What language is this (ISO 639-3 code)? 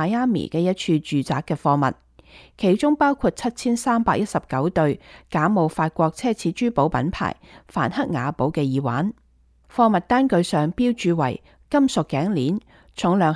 yue